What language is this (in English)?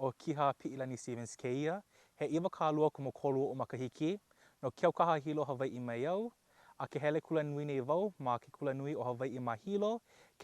Hawaiian